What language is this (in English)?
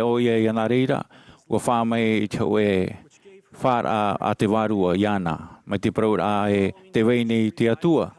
Tahitian